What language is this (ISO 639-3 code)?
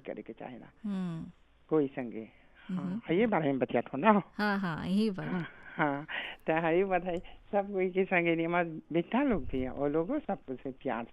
bho